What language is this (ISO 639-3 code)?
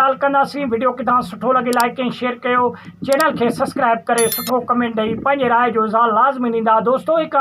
snd